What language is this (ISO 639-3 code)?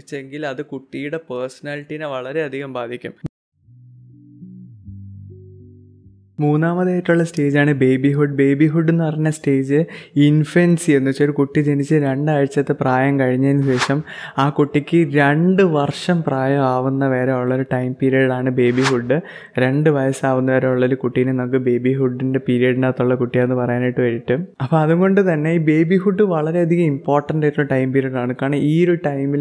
mal